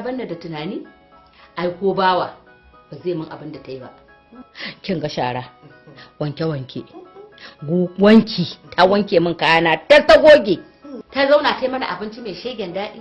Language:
Hausa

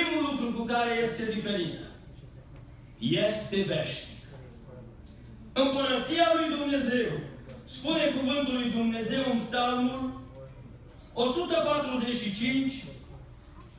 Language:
Romanian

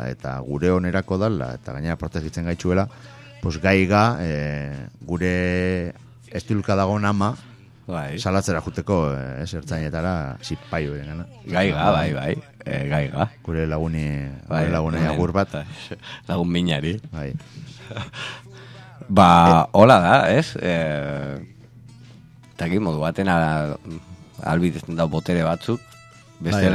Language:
Basque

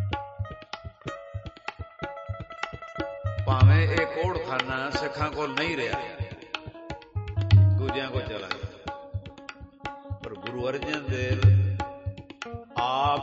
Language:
Punjabi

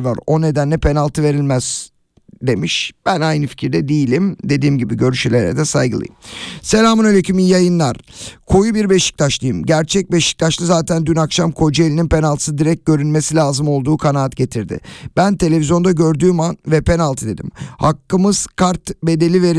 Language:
Turkish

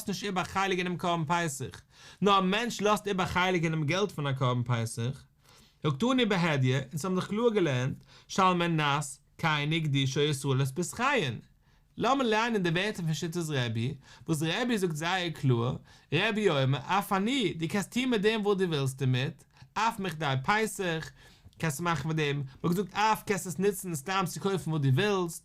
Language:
Yiddish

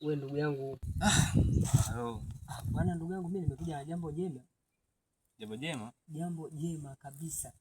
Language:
Swahili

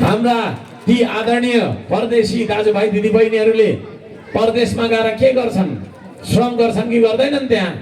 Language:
Nepali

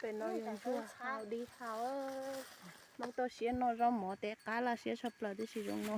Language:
Hmong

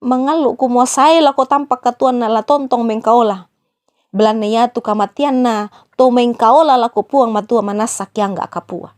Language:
Toraja-Sa'dan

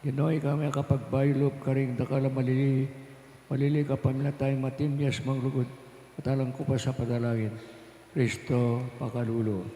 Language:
Pampanga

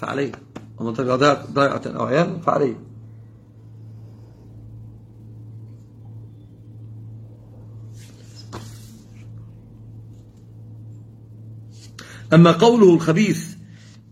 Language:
Arabic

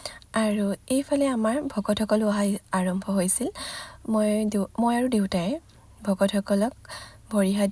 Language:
Assamese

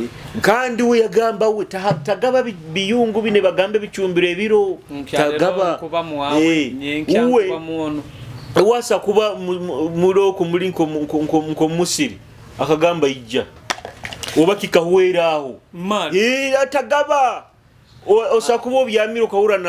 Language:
Nyoro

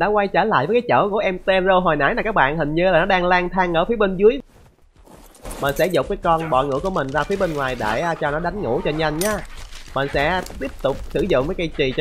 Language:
Vietnamese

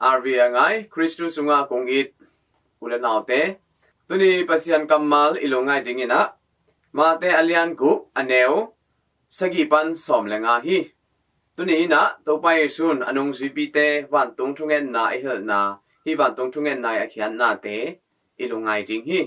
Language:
Tedim Chin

